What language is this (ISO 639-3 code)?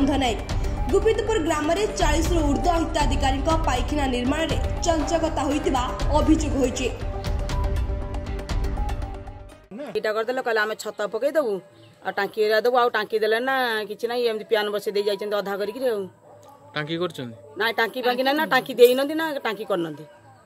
ori